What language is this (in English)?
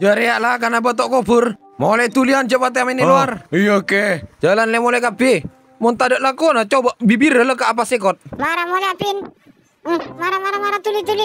Madurese